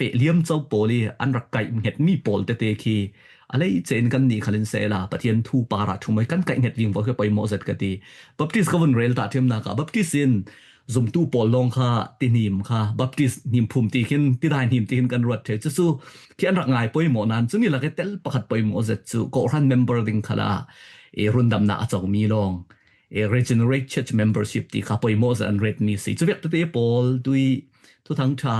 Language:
Falam Chin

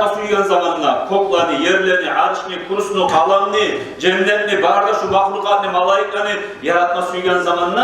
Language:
Kumyk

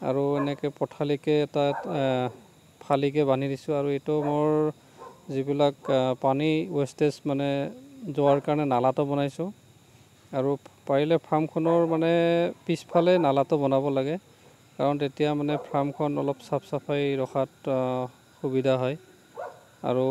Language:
Assamese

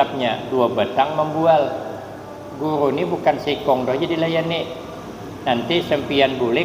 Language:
Banjar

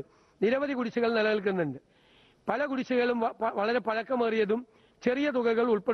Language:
Malayalam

